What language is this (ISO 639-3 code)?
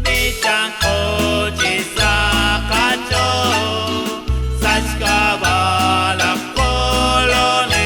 kek